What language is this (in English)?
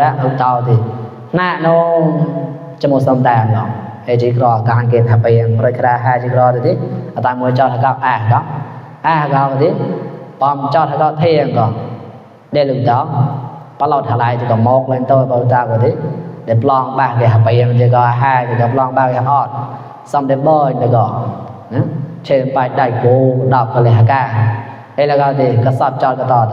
Mon